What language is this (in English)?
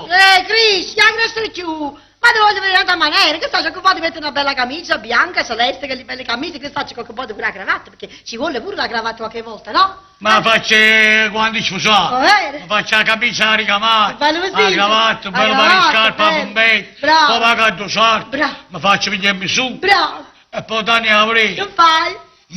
Neapolitan